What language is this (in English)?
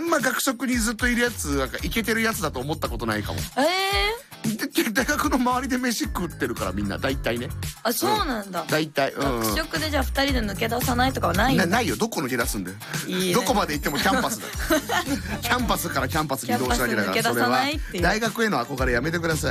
Japanese